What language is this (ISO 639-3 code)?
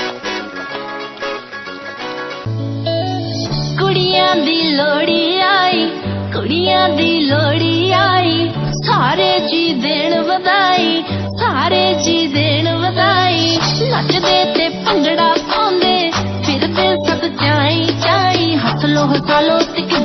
pan